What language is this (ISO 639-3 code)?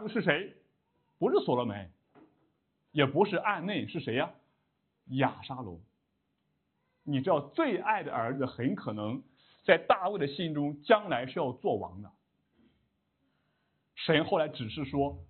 zho